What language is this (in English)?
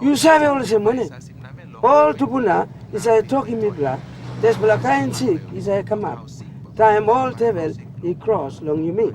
Tok Pisin